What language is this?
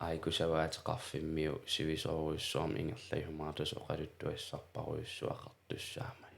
Kalaallisut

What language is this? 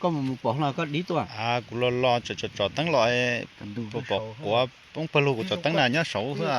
Hmong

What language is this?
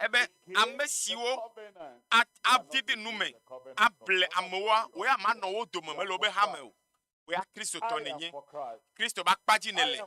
Ewe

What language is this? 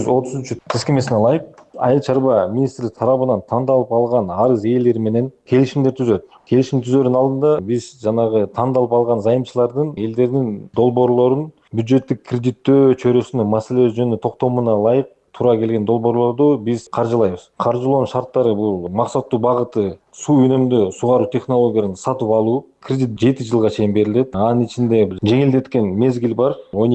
Kyrgyz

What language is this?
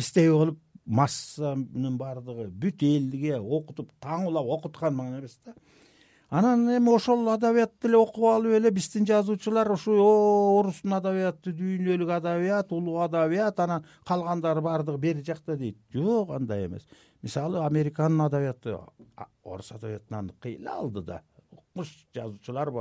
Kyrgyz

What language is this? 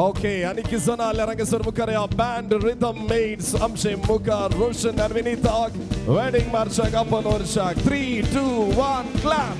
Konkani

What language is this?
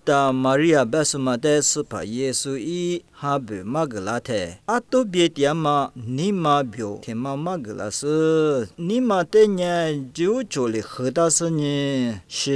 Lisu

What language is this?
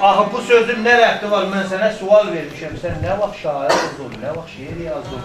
South Azerbaijani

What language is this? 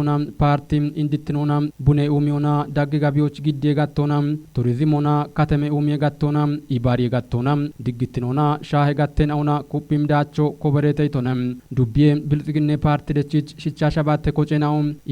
Kafa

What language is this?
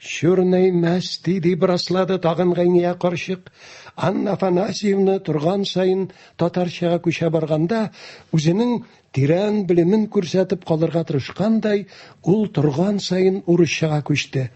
Tatar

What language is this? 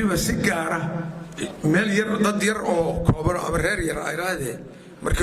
Somali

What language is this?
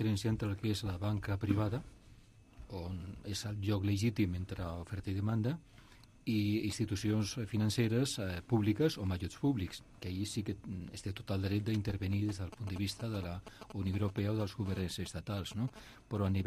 Catalan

